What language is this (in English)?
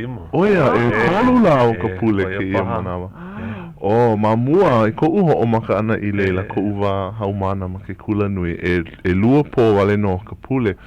Hawaiian